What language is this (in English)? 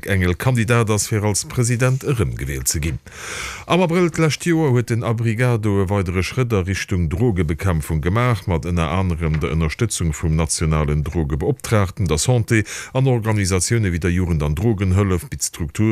Luxembourgish